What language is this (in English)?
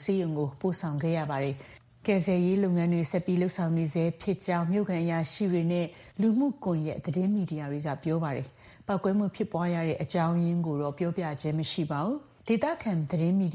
Burmese